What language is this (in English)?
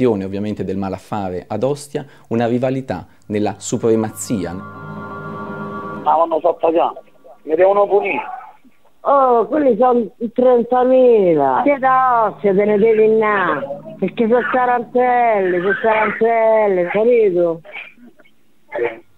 Italian